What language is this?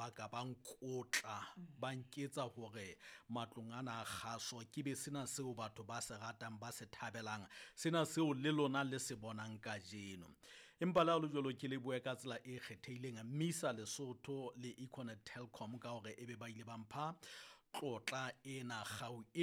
Southern Sotho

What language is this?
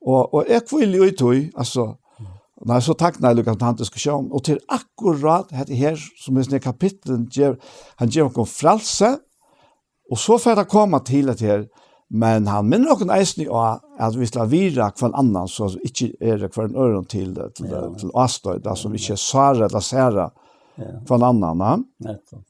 Faroese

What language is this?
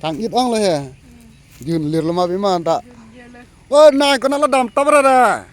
Karbi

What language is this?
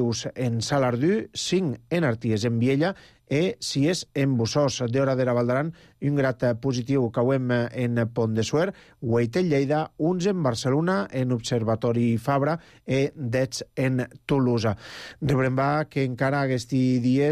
Catalan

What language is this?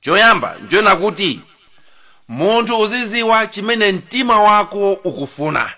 Nyanja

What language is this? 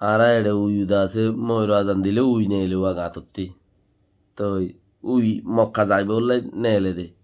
Rohingya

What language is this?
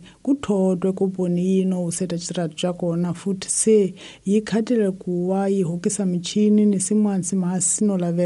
Tsonga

